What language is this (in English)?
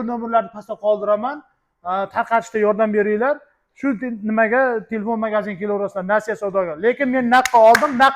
Uzbek